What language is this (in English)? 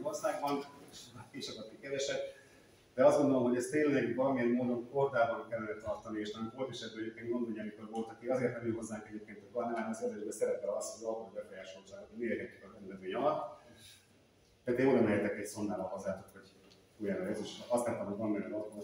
Hungarian